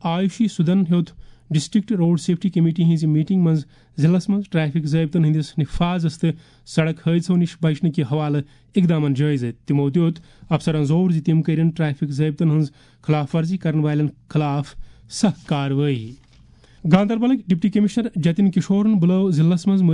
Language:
Kashmiri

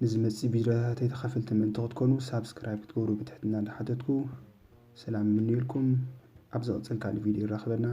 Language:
Tigrinya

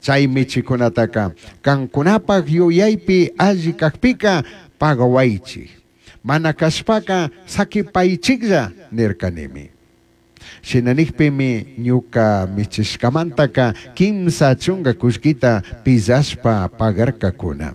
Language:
Chimborazo Highland Quichua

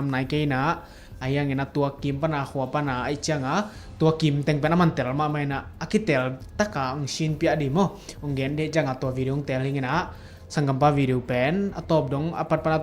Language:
Tedim Chin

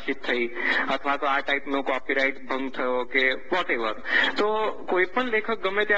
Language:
Gujarati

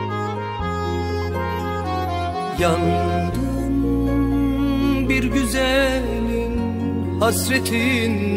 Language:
Turkish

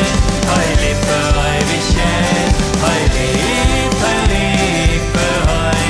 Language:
Plautdietsch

